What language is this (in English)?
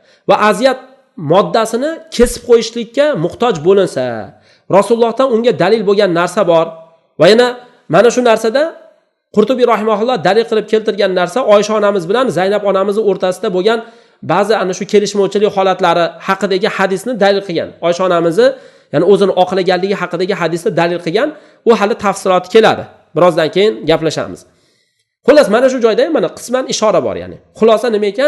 Uzbek